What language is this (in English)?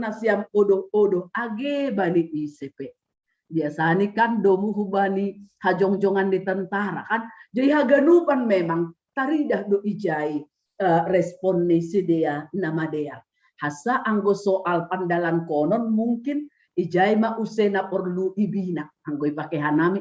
Batak Simalungun